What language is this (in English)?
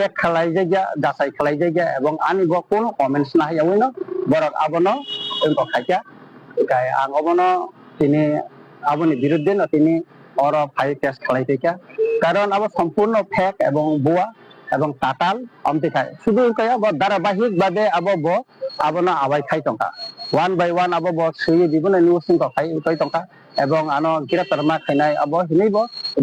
Riang (India)